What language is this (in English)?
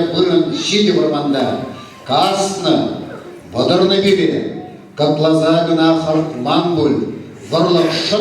Chuvash